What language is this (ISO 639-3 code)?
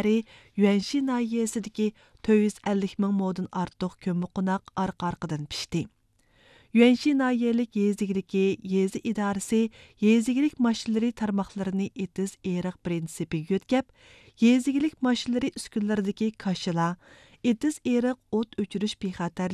uig